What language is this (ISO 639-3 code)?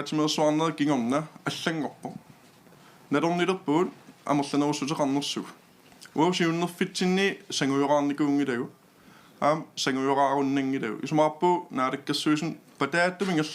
kal